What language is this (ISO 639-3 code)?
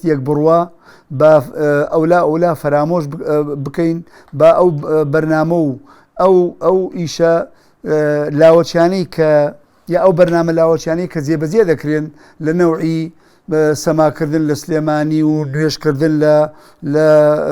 ckb